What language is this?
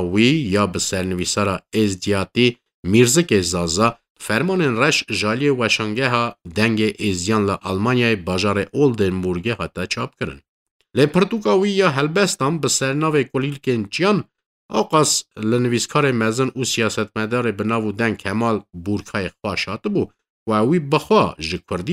Kurdish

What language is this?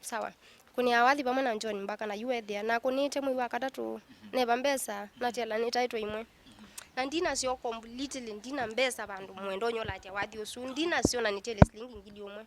Kamba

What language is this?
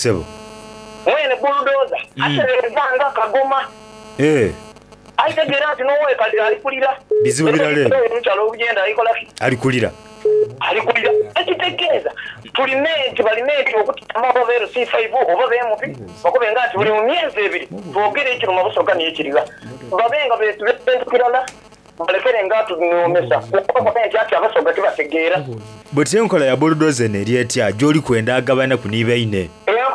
Soga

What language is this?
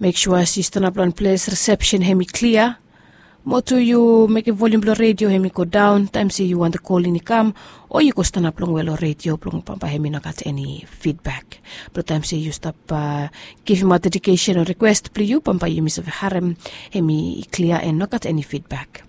Bislama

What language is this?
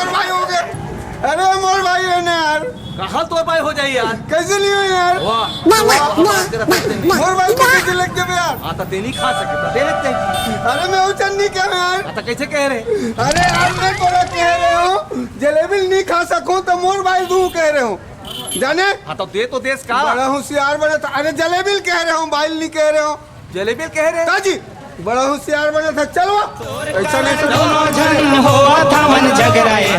Chhattisgarhi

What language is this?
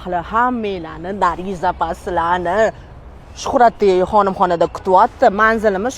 Uzbek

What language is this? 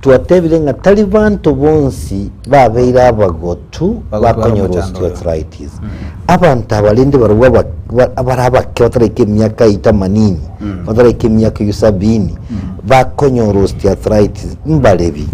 Gusii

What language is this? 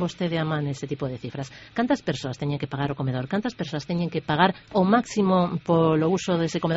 Galician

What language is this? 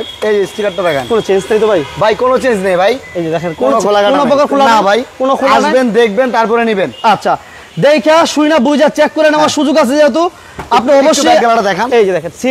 Bangla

